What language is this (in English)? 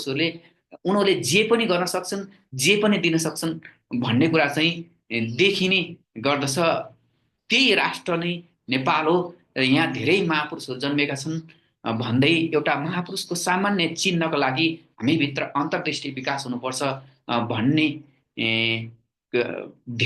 Nepali